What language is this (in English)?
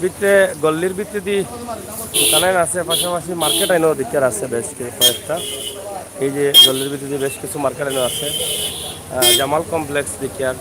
Sylheti